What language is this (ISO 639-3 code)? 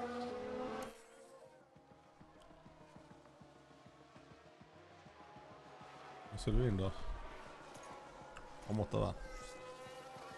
swe